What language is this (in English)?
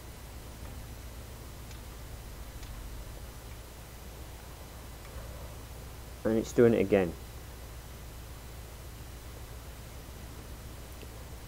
English